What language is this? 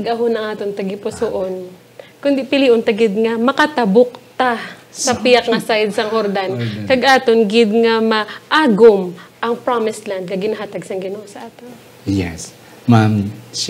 Hiligaynon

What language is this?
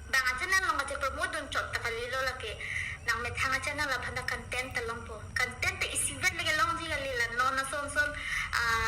Karbi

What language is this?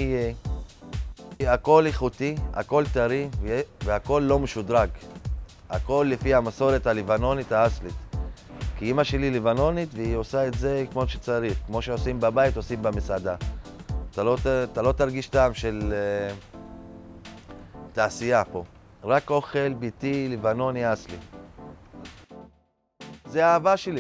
Hebrew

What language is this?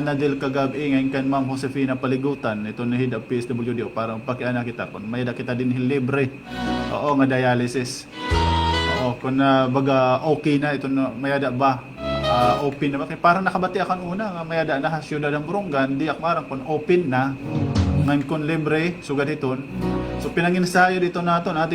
Waray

